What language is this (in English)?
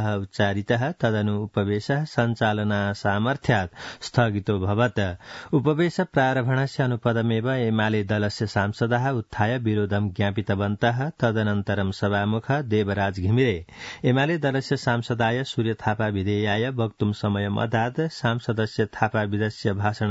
Sanskrit